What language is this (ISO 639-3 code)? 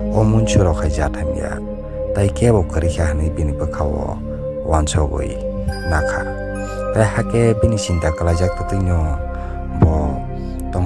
trp